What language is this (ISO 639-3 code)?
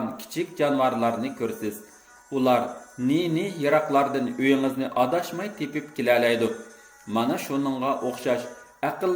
uig